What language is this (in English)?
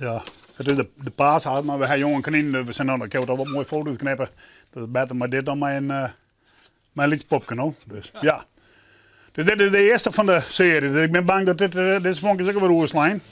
Western Frisian